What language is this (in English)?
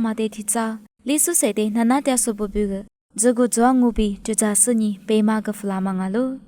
Lisu